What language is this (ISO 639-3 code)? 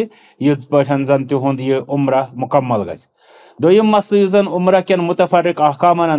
kas